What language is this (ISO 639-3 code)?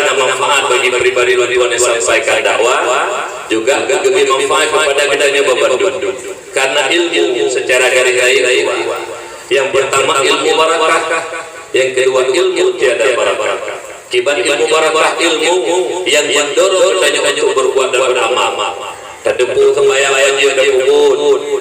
ace